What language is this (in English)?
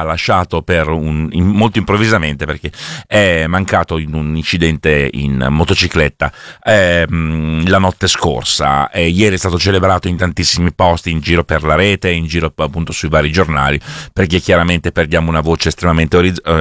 Italian